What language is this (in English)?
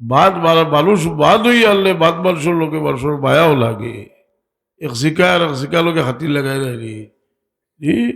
Sylheti